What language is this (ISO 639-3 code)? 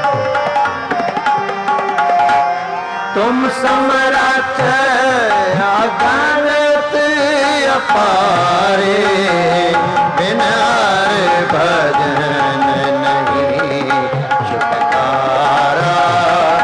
hin